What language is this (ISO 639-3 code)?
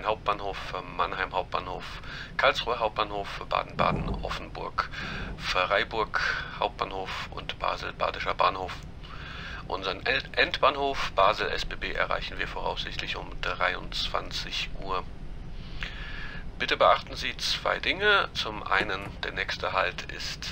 deu